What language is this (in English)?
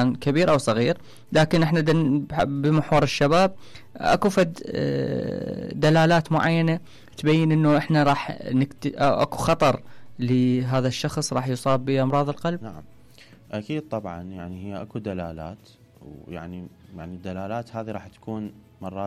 Mesopotamian Arabic